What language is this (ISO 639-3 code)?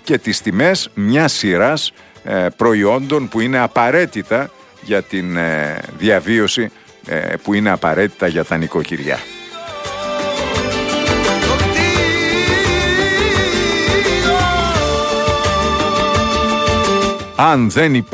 ell